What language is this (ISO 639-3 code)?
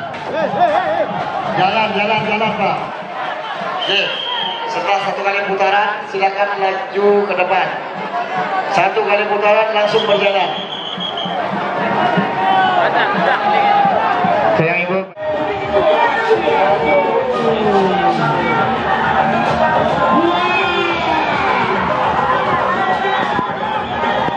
ind